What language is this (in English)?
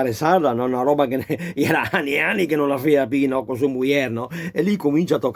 Venetian